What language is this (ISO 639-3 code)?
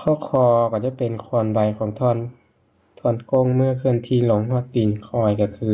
lao